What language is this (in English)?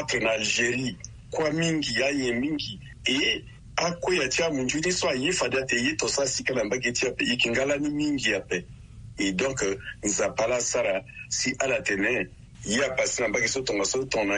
Sango